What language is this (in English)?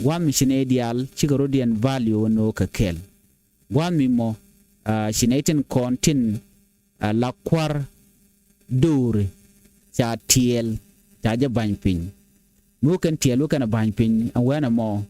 Nuer